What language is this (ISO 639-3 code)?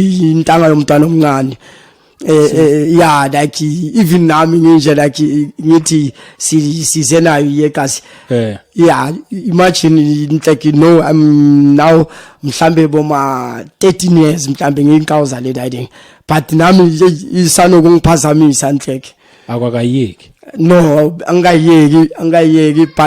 zul